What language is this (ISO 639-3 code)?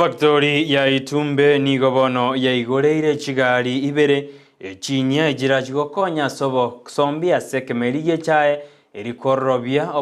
guz